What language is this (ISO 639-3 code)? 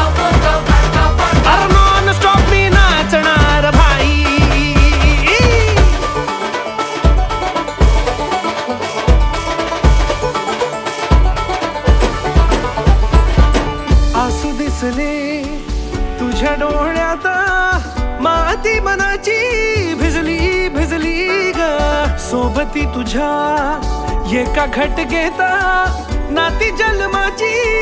mar